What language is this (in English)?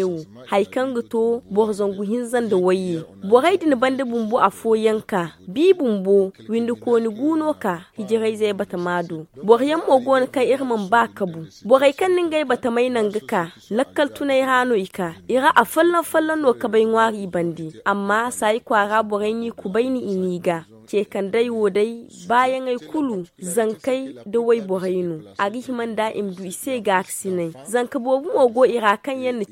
Zarma